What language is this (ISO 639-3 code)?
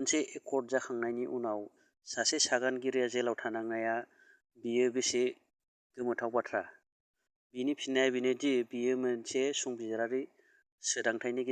brx